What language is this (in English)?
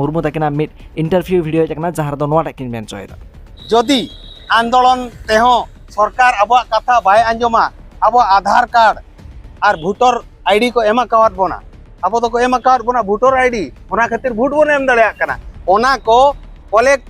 Santali